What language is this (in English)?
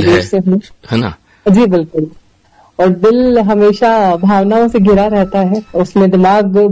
Hindi